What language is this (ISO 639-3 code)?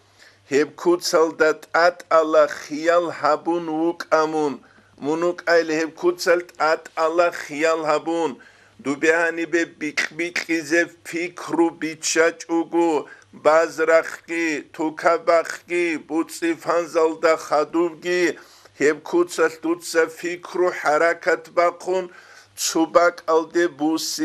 ava